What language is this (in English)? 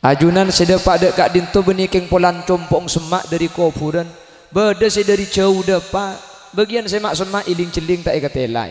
Madurese